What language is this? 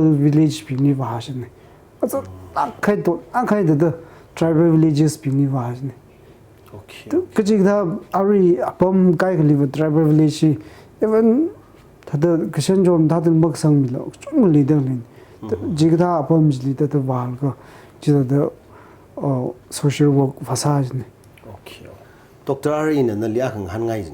Tangkhul Naga (India)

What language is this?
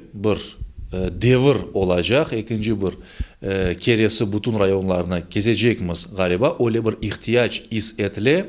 Crimean Tatar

